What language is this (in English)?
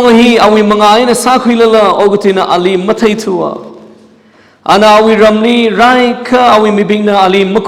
Tangkhul Naga (India)